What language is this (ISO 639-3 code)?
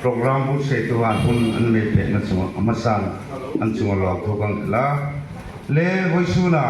hmr